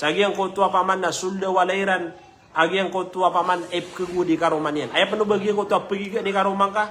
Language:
Maranao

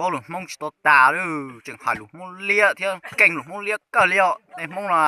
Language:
Hmong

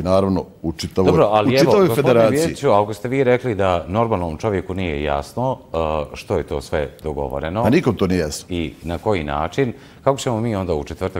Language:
Bosnian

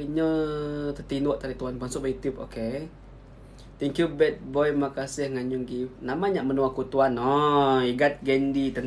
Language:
Iban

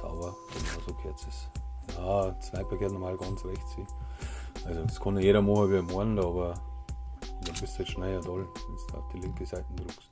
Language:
Bavarian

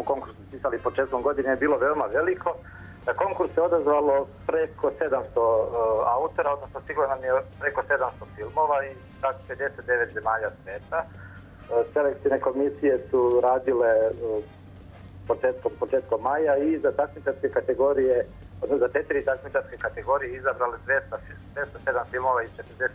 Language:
Serbian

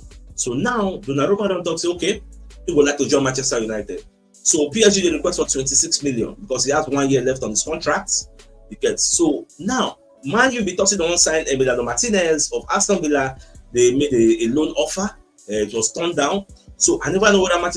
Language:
Nigerian Pidgin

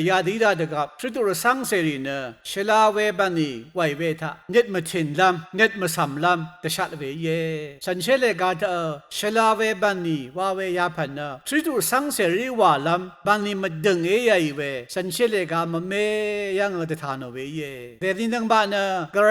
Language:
Rawang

